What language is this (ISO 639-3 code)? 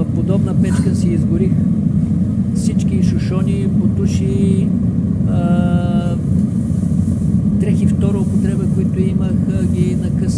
bul